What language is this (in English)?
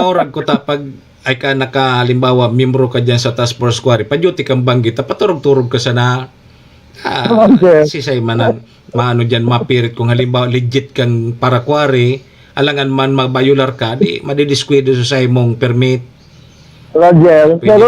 Bikol